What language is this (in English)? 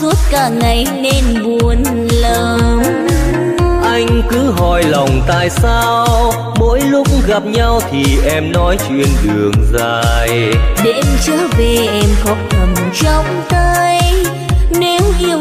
Vietnamese